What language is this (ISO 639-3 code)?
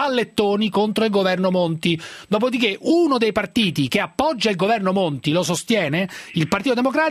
ita